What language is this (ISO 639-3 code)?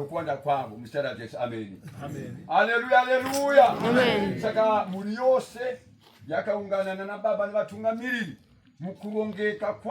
sna